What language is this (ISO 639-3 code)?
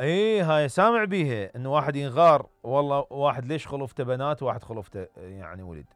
acm